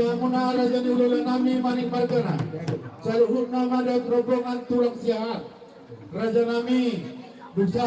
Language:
Batak Toba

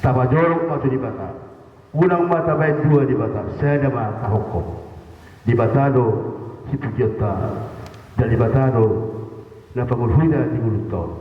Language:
Batak Toba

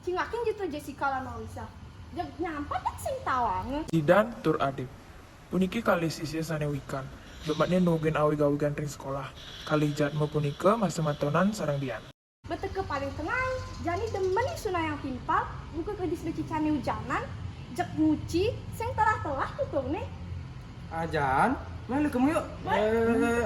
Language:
Balinese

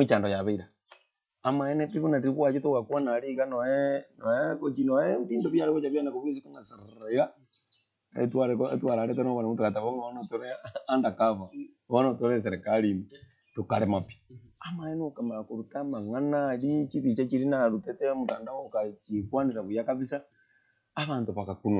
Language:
Gusii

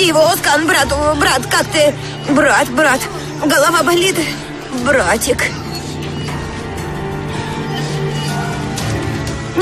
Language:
Russian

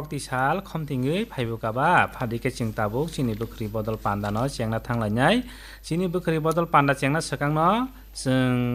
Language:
Kok Borok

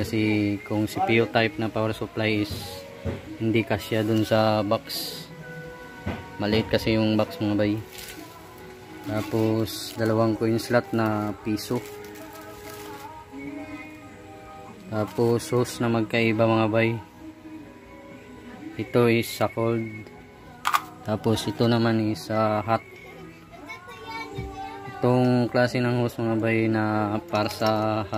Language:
Filipino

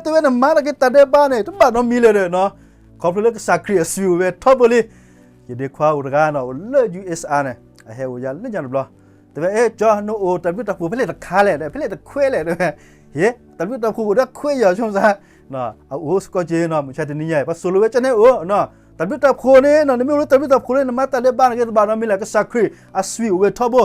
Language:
S'gaw Karen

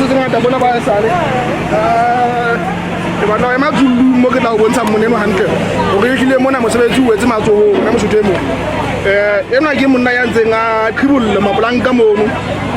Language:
Southern Sotho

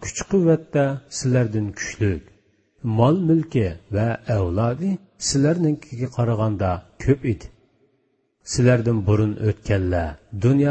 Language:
Uyghur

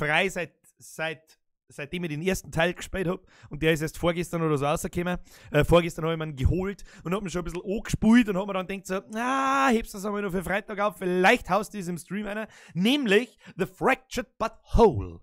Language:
Bavarian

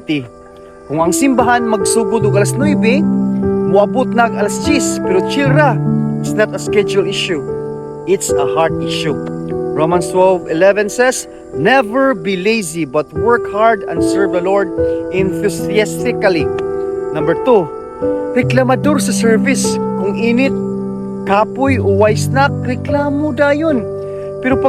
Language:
Cebuano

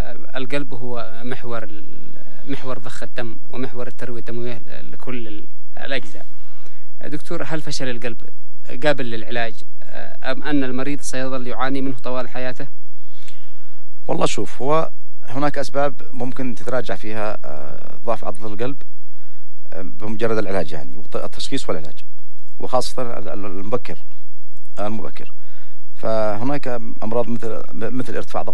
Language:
Arabic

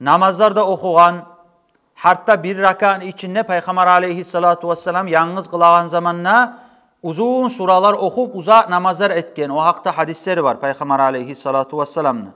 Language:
Kumyk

